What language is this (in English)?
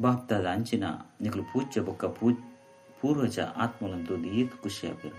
Tulu